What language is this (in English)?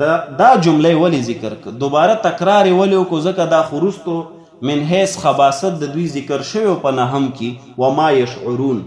Pashto